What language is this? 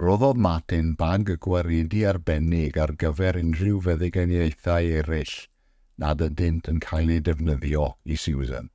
Welsh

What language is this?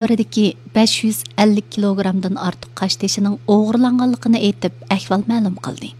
Uyghur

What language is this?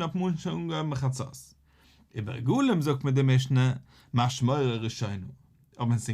Yiddish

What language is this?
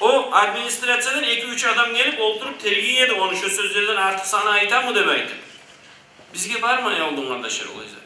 Kumyk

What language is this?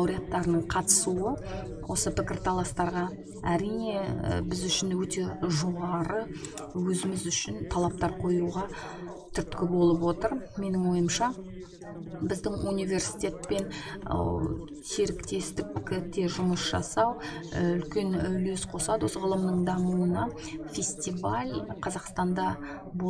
Kazakh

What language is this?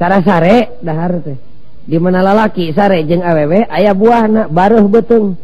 Sundanese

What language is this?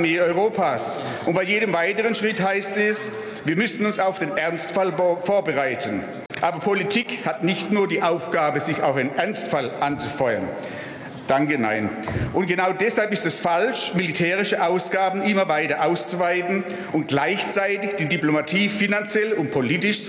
German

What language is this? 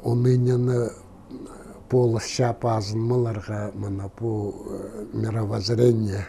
Khakas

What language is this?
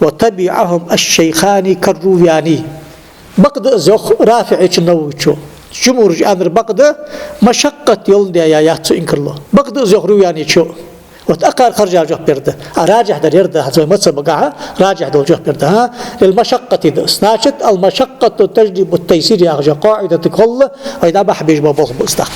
Ingush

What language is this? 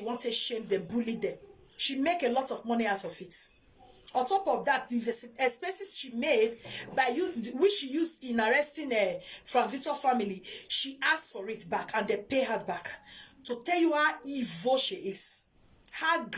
Nigerian Pidgin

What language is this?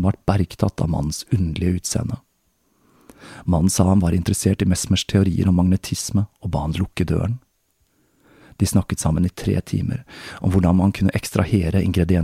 Norwegian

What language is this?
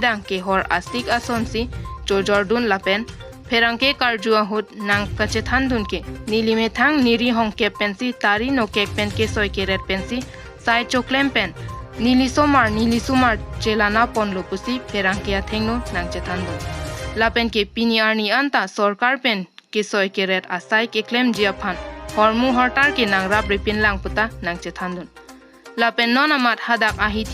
Karbi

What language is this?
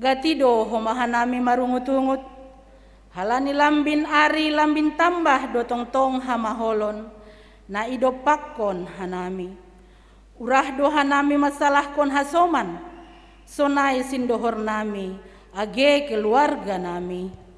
Batak Simalungun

